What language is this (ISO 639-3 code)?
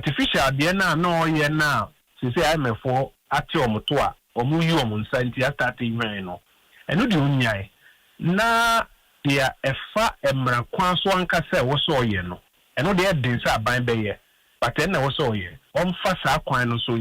aka